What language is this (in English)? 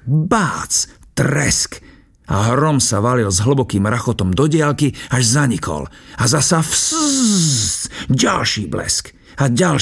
Slovak